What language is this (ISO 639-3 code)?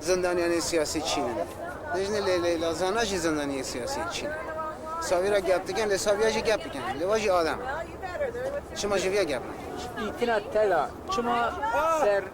kur